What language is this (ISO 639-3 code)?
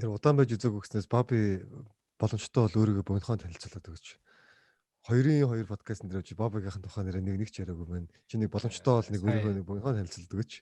mon